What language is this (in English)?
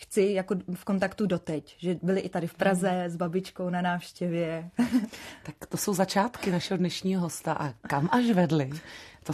Czech